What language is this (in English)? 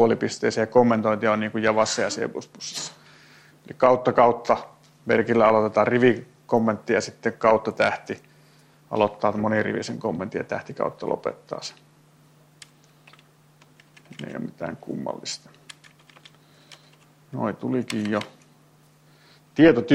Finnish